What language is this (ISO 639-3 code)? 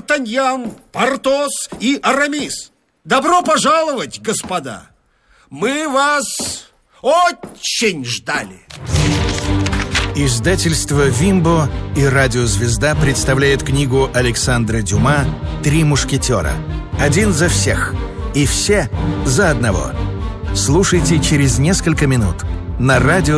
rus